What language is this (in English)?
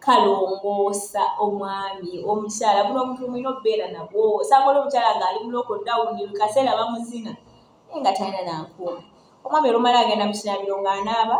Ganda